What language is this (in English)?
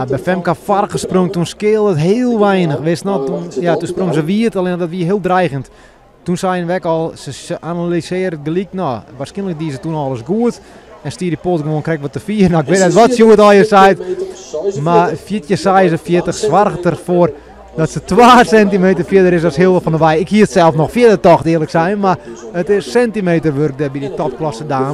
Western Frisian